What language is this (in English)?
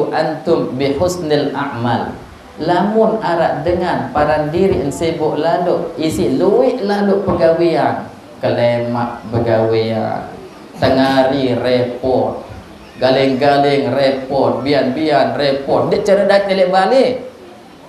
Sasak